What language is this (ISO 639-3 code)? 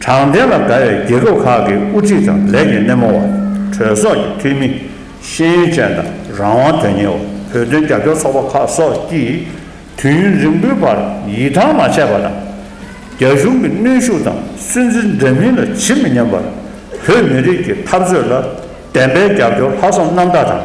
bod